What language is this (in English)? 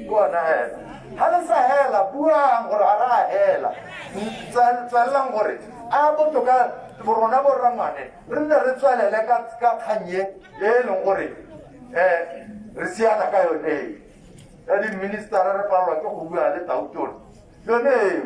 Tswana